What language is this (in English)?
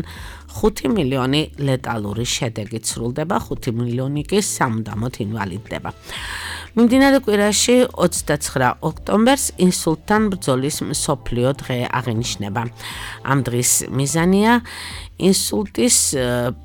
Georgian